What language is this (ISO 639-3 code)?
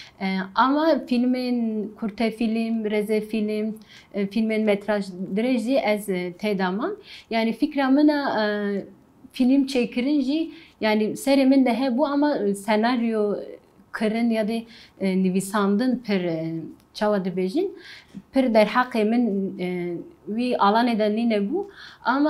kur